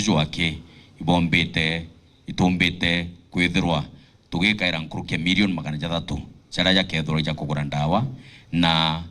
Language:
Meru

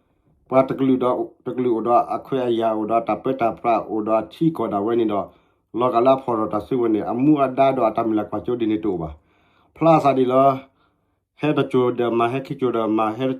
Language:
S'gaw Karen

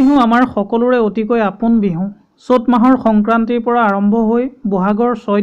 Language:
Assamese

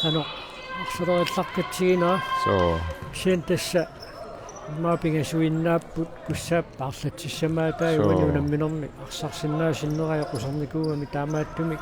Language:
Kalaallisut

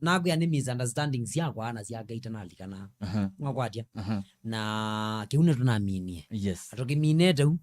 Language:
Kamba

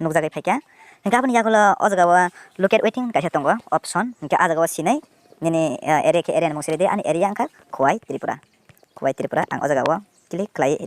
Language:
Kok Borok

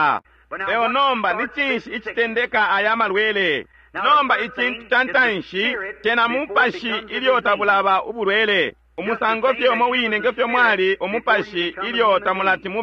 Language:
Bemba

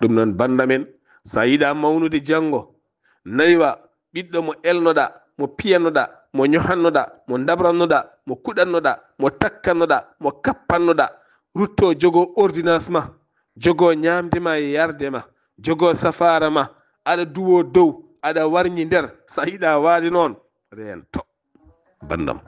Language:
Fula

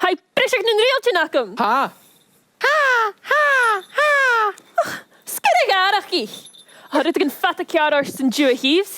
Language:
Scottish Gaelic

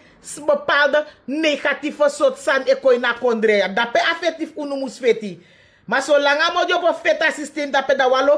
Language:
Sranan Tongo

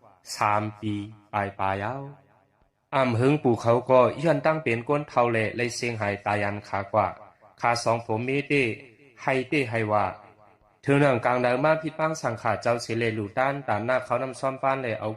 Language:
Shan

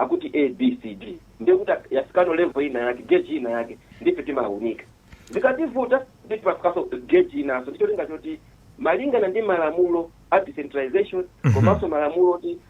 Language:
Nyanja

